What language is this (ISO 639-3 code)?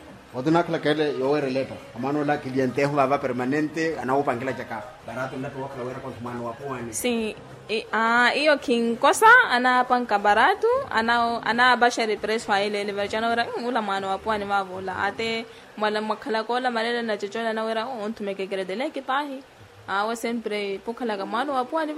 vmw